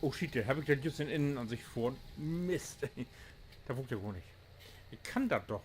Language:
Low German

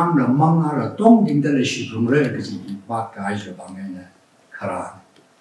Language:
Tangkhul Naga (India)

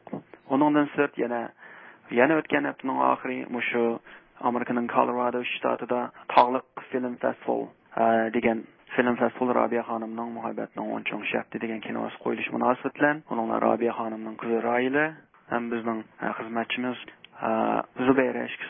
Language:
Uyghur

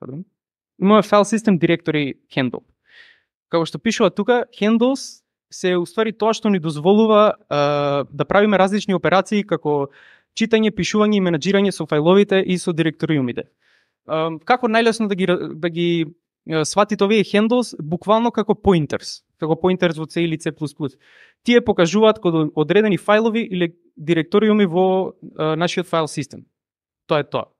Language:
Macedonian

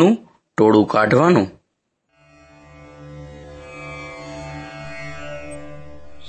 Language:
Gujarati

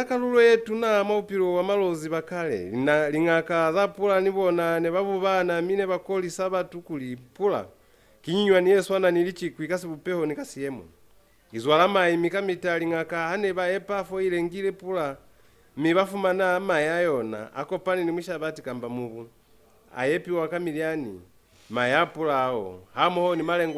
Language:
Lozi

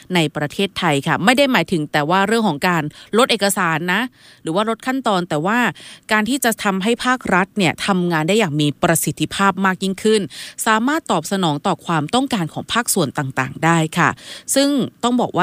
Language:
Thai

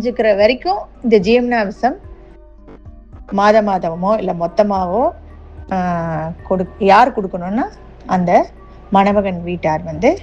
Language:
Tamil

